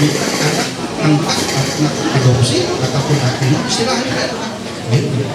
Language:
Ma'anyan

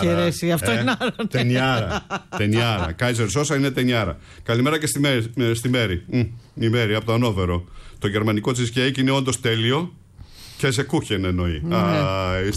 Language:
Greek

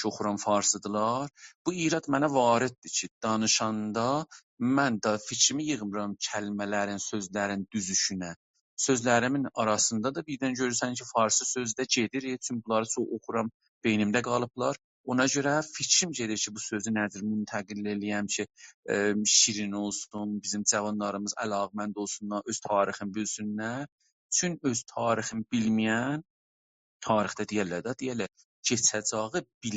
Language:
South Azerbaijani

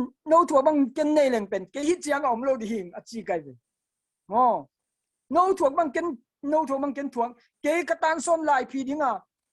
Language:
Tedim Chin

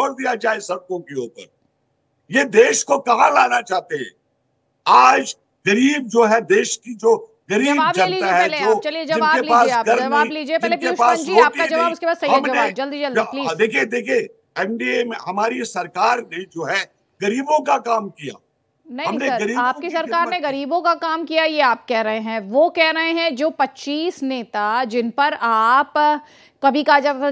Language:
Hindi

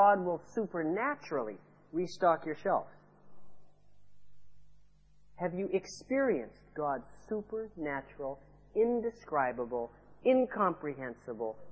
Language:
English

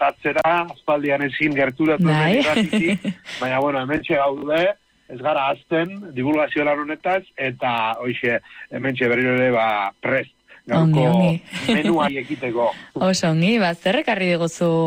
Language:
Basque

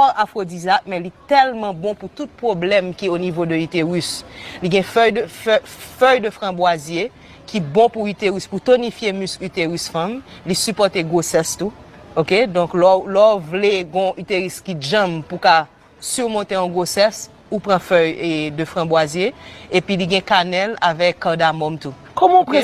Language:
Haitian Creole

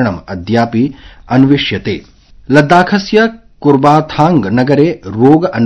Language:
Sanskrit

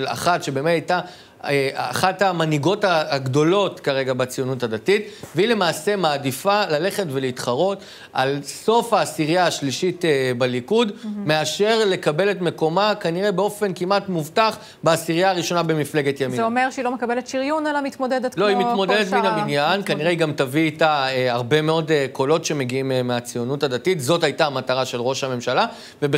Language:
Hebrew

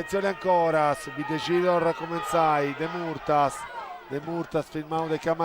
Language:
Sardinian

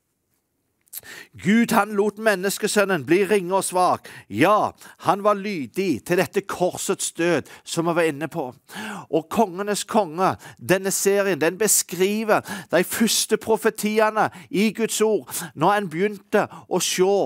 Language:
Norwegian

